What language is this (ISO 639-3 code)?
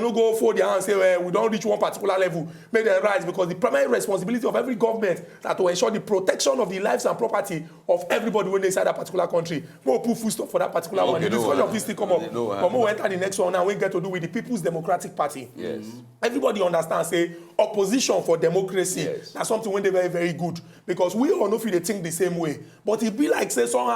pcm